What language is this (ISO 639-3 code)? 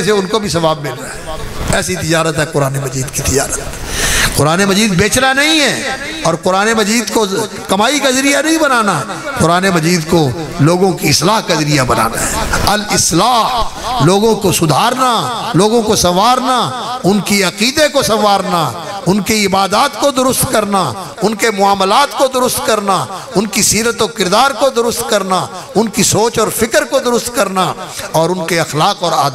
urd